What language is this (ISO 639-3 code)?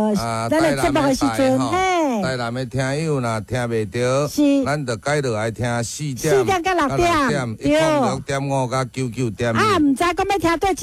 nan